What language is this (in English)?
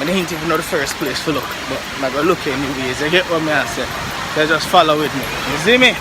Jamaican Creole English